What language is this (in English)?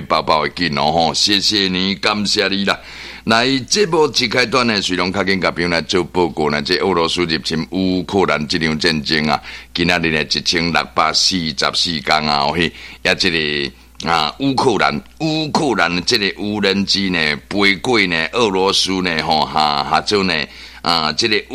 Min Nan Chinese